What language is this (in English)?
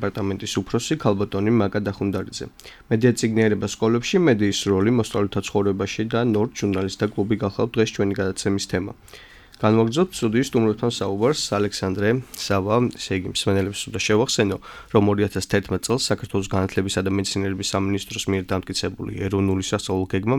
Georgian